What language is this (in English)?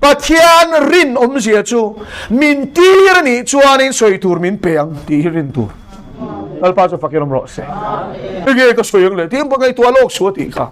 Mizo